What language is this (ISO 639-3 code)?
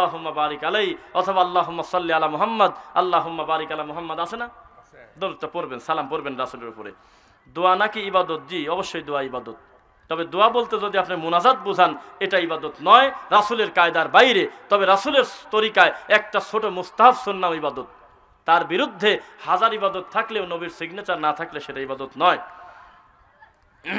ben